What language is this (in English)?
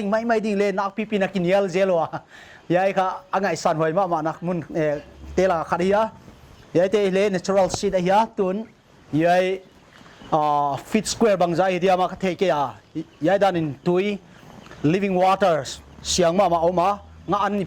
Paite Chin